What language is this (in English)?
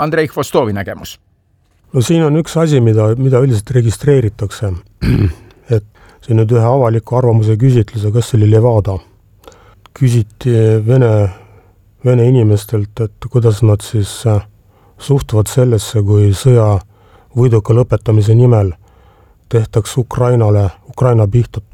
Estonian